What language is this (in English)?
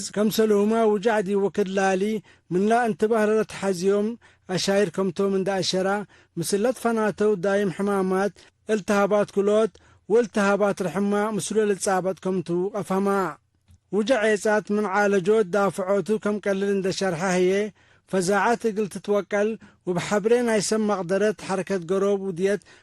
Tigre